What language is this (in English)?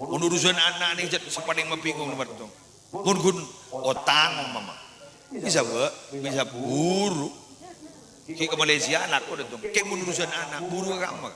Madurese